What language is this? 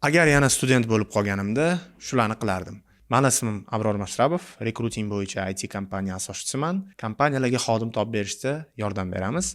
Uzbek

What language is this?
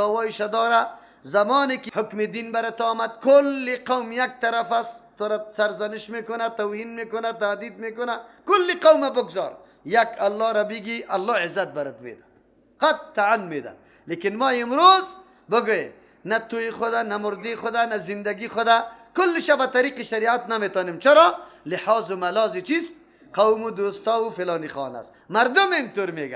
Persian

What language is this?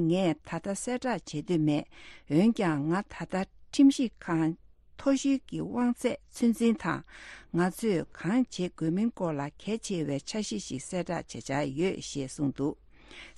Tibetan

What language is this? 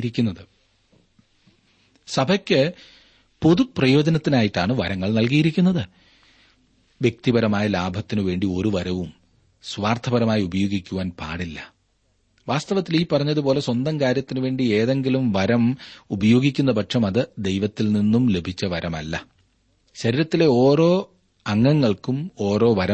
Malayalam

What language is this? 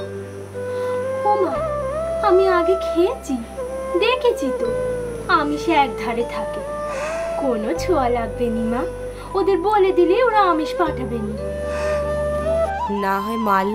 Bangla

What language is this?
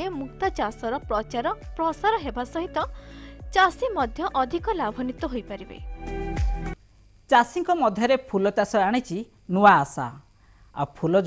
Odia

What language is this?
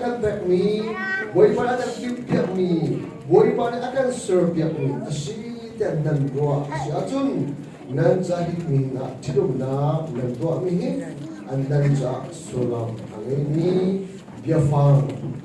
Hakha Chin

